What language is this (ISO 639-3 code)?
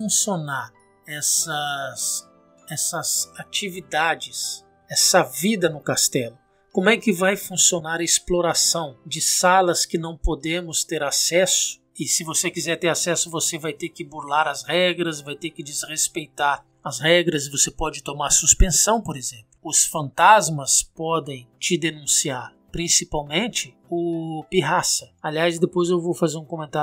por